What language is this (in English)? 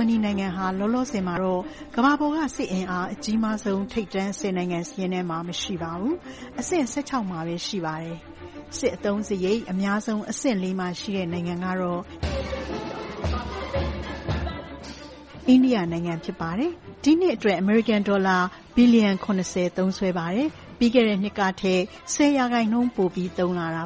Burmese